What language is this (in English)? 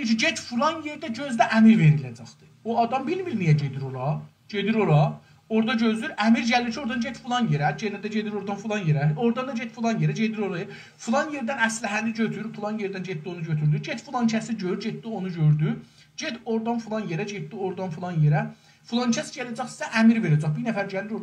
South Azerbaijani